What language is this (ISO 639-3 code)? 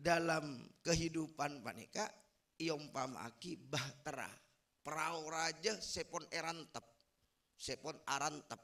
mad